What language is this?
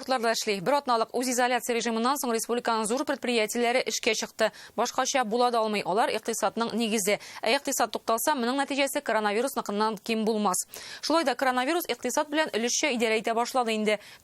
Tatar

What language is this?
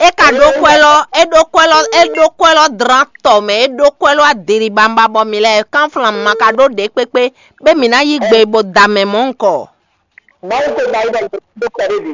Fon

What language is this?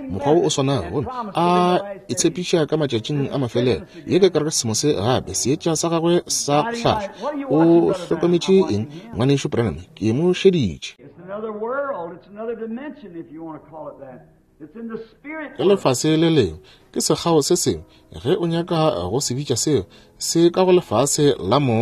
Northern Sotho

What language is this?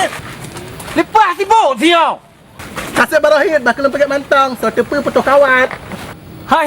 Achinese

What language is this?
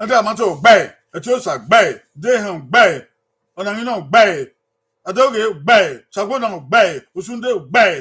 Bini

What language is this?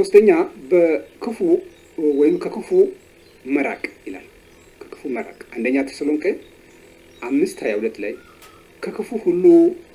Amharic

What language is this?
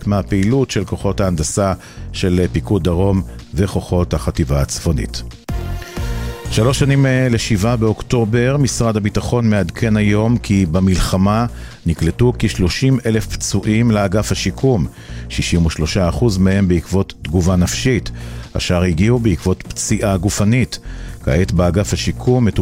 Hebrew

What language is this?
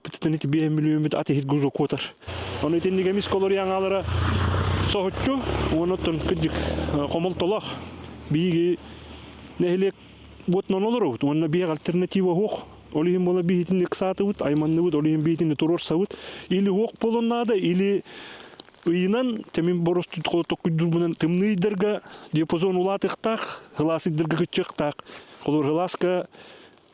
Yakut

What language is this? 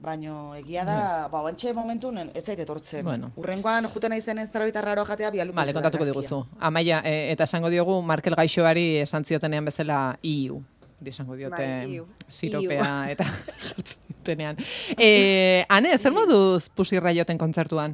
Basque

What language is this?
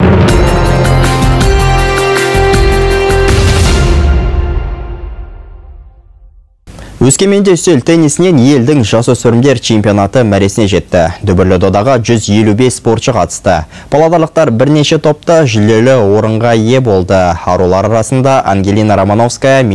Kazakh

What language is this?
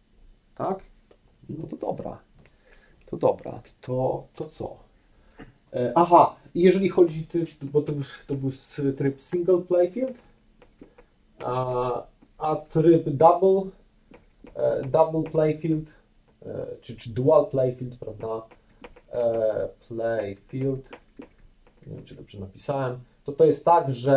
Polish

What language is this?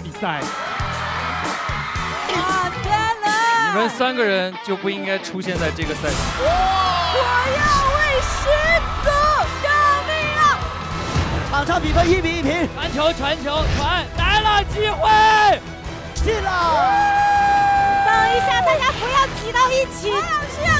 Chinese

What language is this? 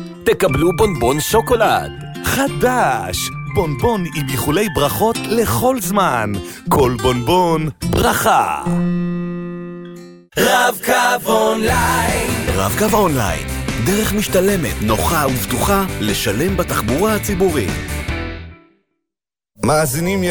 Hebrew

